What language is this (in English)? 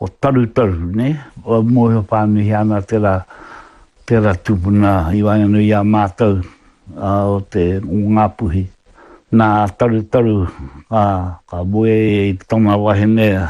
Māori